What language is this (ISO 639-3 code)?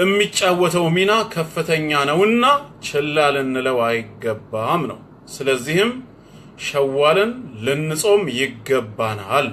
amh